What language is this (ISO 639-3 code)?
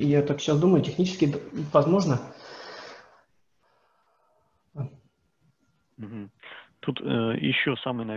rus